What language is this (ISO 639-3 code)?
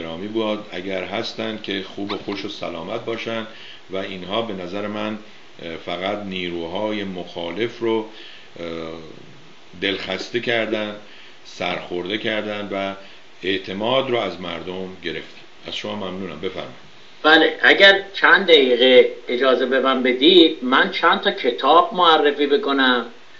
fas